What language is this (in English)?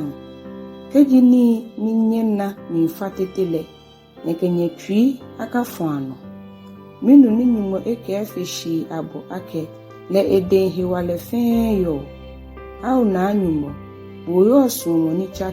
Ga